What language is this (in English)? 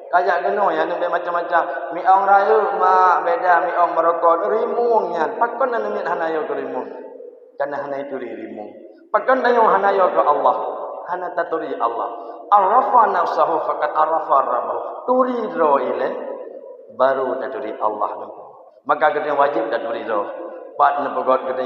Achinese